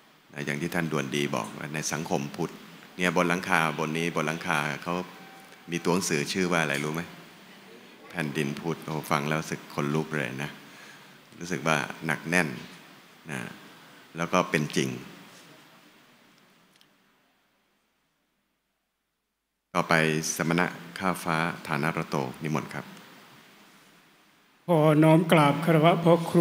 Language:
Thai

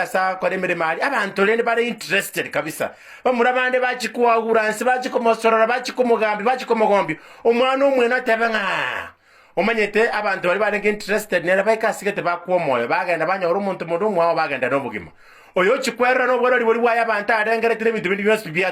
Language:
Gusii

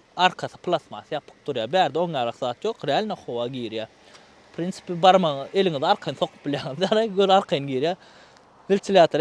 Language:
Turkmen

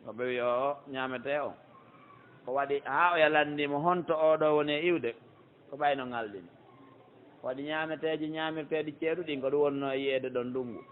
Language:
Pular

